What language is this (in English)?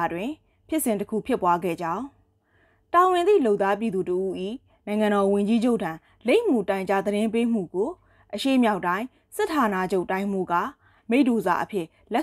Burmese